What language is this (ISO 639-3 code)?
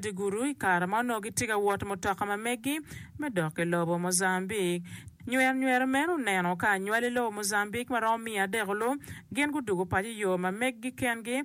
ach